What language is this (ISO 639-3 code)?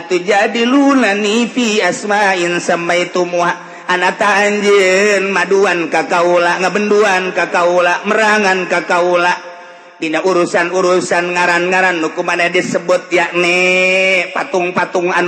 sun